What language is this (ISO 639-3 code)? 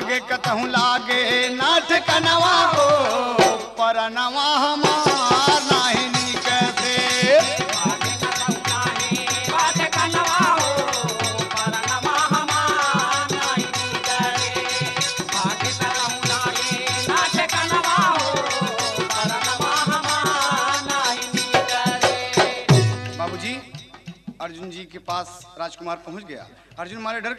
bho